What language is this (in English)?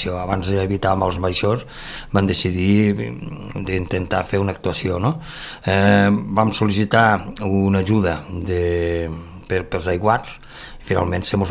Catalan